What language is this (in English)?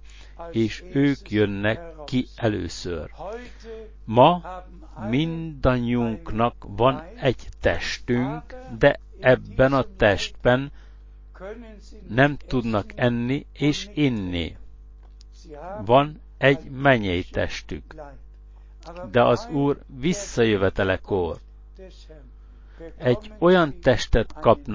Hungarian